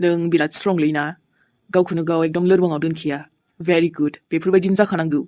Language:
Bodo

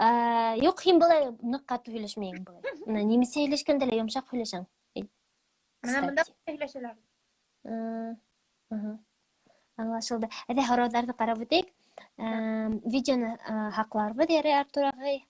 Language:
Bashkir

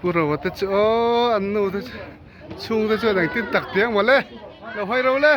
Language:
Mizo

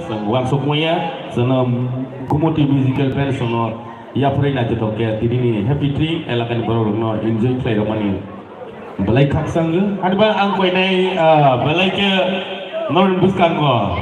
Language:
Kok Borok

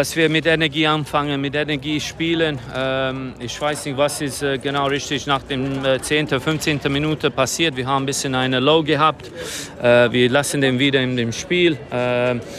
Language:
Luxembourgish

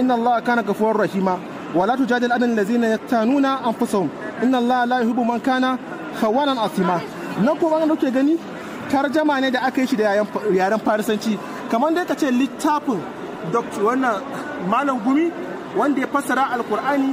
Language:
Hausa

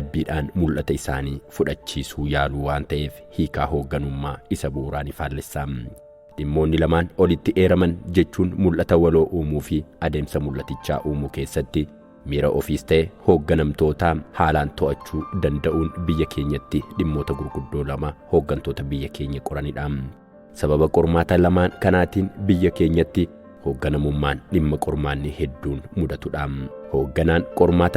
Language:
Oromo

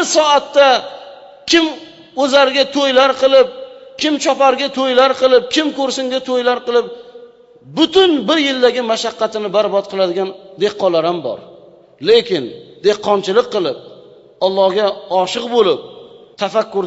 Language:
Uzbek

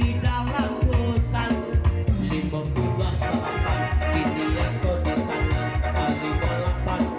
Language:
Minangkabau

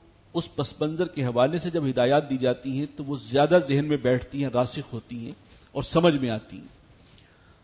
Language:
Urdu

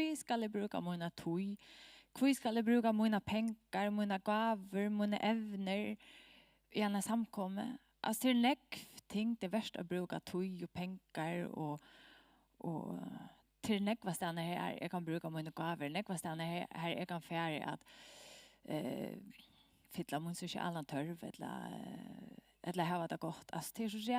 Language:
Faroese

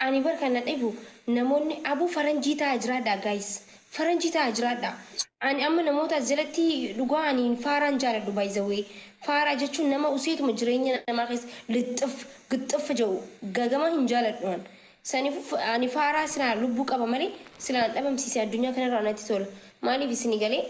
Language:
Oromo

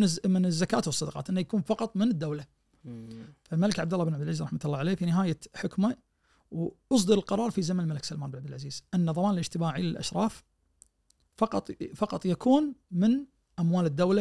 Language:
Najdi Arabic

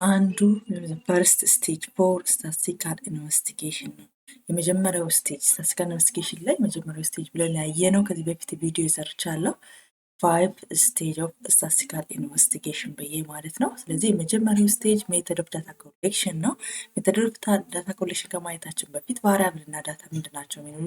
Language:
Amharic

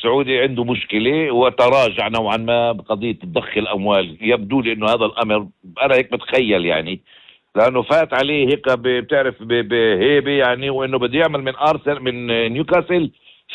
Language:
North Levantine Arabic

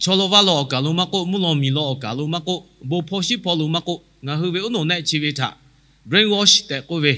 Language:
Lahu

